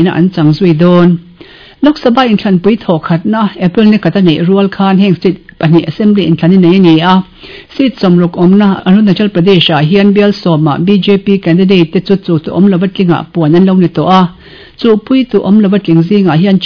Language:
Mizo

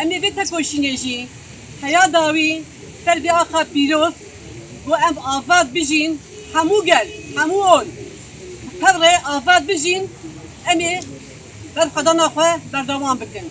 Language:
Kurdish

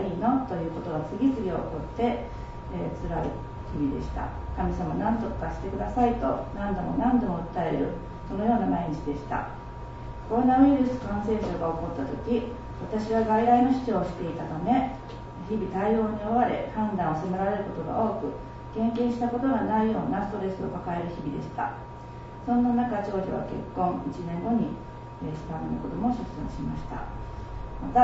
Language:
Japanese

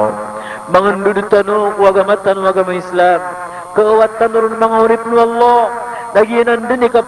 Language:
Maranao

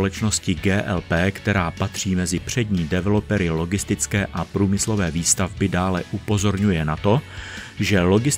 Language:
Czech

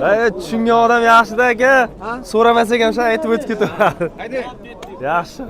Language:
Uzbek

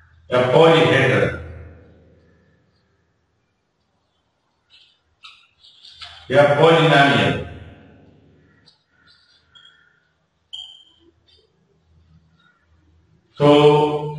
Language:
Urdu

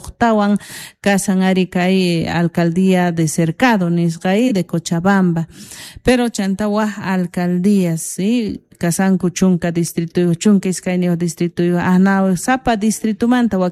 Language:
South Bolivian Quechua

